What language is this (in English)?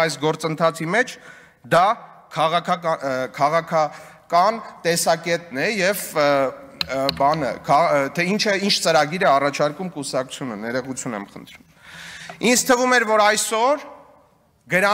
Armenian